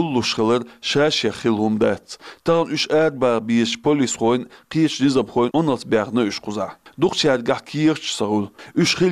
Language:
Chechen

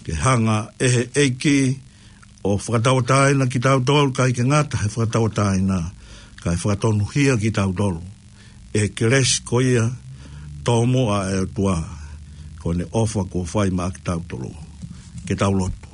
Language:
Tongan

